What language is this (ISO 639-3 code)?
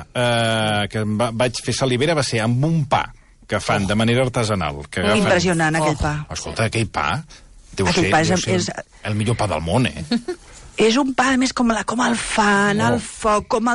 cat